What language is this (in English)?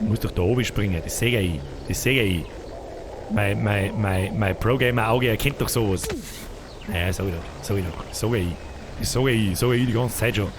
Bavarian